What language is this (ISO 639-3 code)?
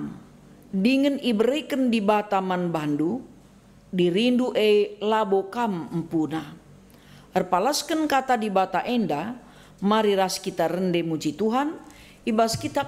btx